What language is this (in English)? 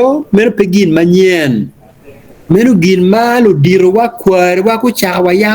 Acoli